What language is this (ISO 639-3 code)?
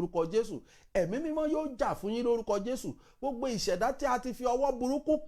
yor